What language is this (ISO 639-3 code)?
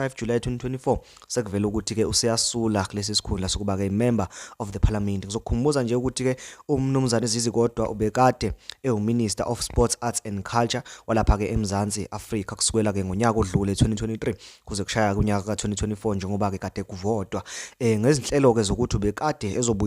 zul